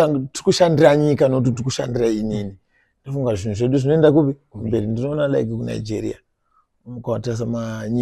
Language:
Shona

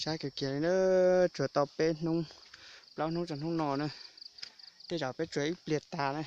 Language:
Hmong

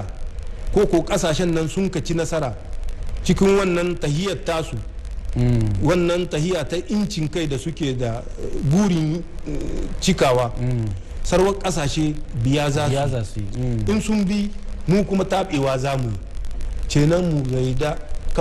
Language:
Hausa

